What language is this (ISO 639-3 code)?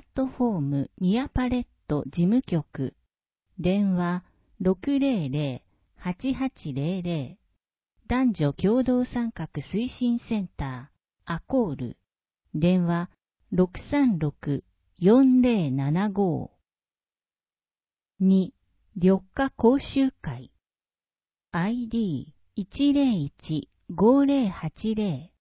jpn